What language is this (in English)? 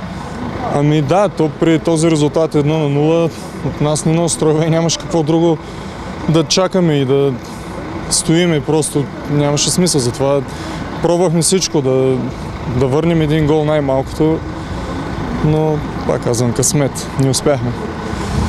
Bulgarian